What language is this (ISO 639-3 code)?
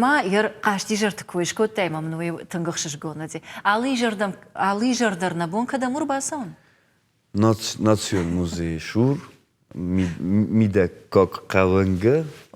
oss